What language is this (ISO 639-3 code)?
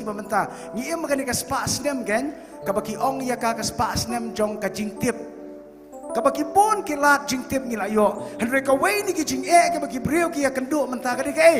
kha